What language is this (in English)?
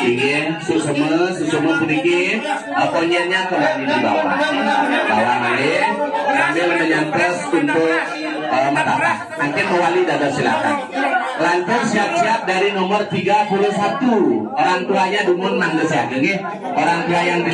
Balinese